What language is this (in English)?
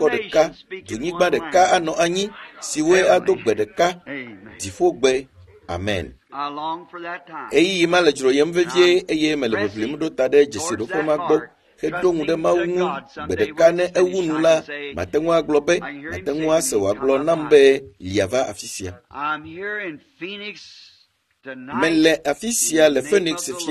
Ewe